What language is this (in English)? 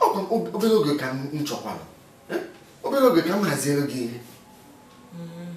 Igbo